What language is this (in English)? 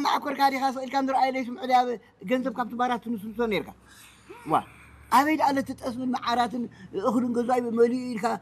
Tigrinya